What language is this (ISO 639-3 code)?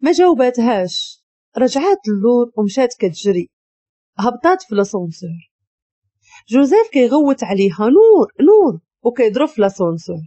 ary